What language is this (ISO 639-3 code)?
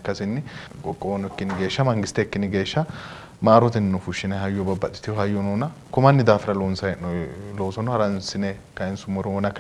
sid